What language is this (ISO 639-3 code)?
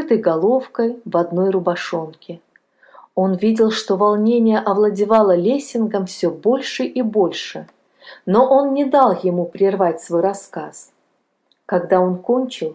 rus